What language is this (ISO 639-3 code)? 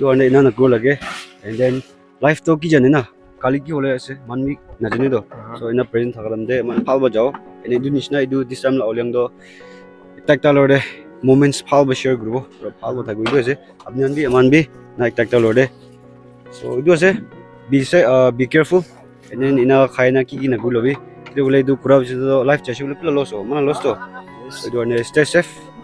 nag